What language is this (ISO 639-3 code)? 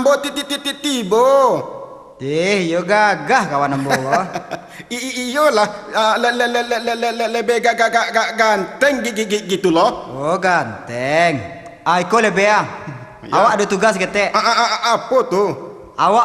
min